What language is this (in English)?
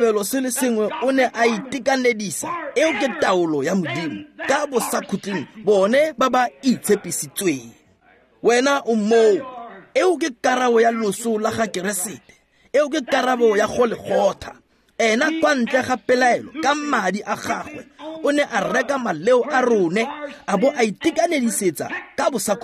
Tswana